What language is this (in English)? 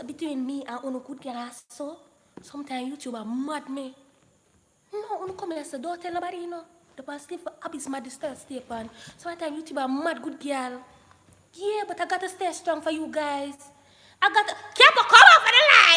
Jamaican Creole English